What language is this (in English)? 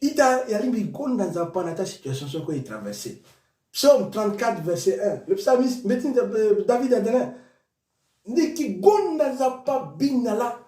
Sango